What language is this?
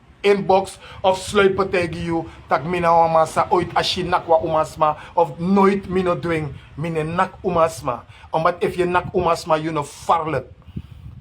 Sranan Tongo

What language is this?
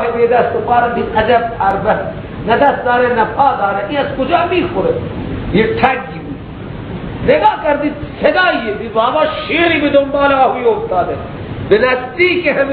Persian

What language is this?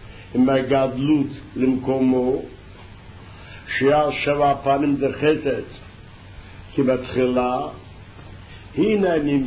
Hebrew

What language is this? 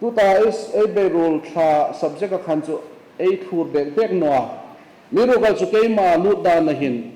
Hmar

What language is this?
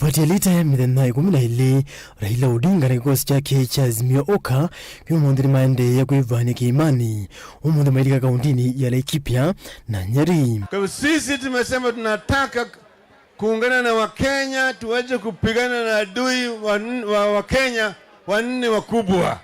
Kamba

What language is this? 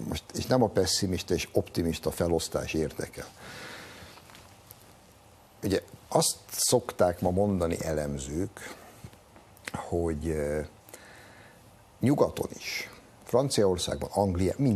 Hungarian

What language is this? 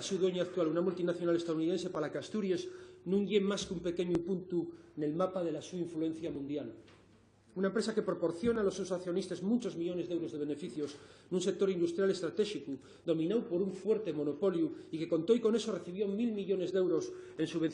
Asturian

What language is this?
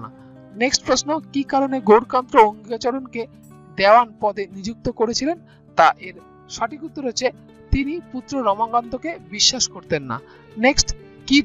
Bangla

